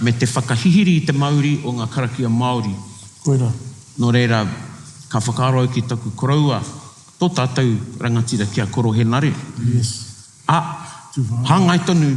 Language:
Māori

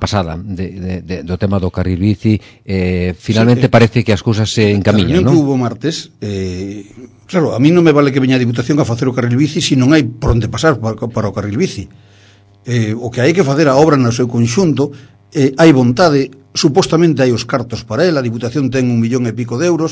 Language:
Galician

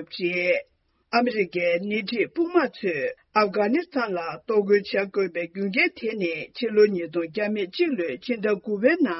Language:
Tibetan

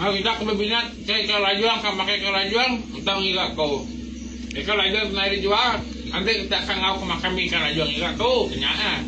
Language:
Iban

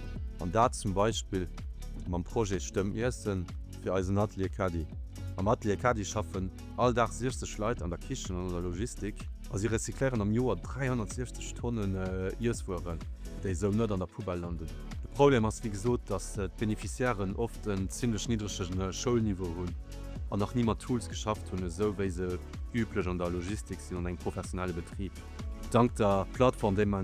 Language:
Luxembourgish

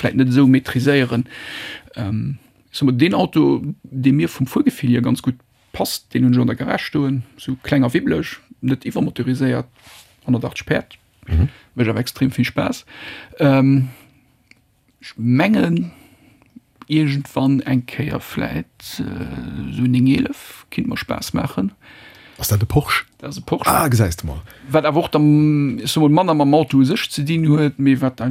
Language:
Luxembourgish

